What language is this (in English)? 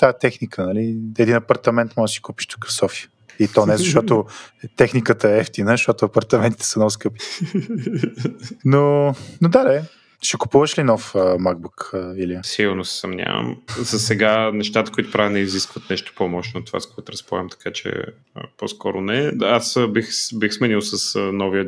Bulgarian